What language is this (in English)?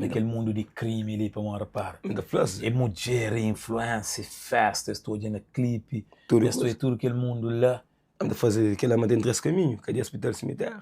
Kabuverdianu